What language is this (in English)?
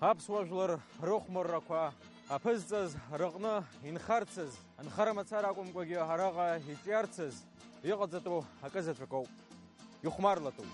Abkhazian